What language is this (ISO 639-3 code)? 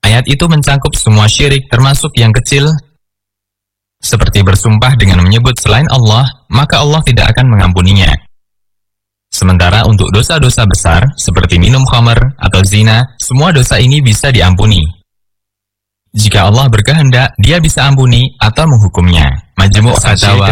ind